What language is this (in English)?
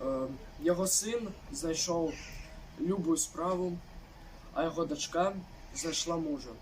Belarusian